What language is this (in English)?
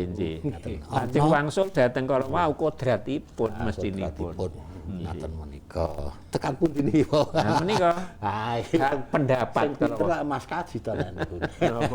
Javanese